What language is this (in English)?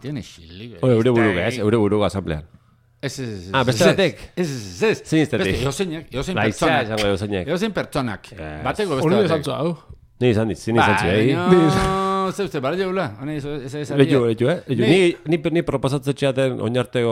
Basque